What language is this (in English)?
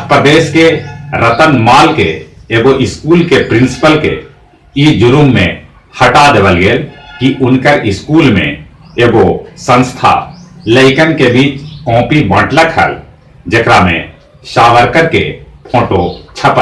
Magahi